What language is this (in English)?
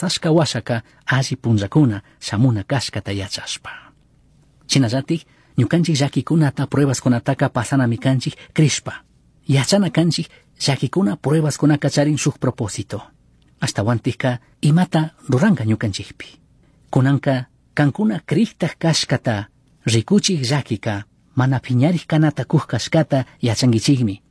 Chimborazo Highland Quichua